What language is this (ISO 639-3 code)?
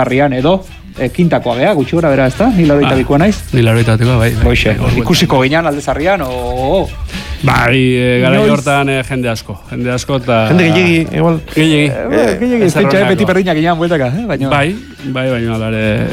eus